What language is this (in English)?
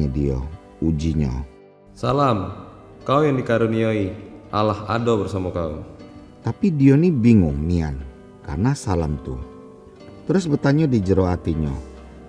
Musi